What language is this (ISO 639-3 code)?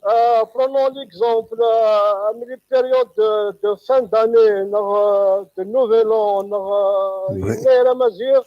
kab